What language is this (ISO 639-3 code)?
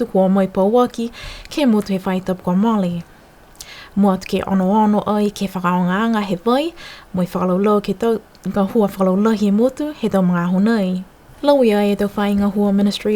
niu